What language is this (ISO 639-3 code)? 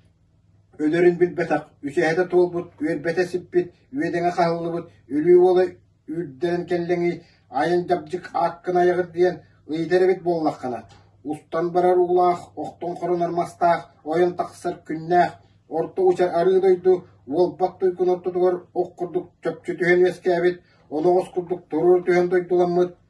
sah